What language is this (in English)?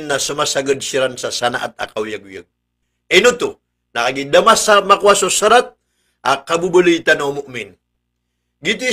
Maranao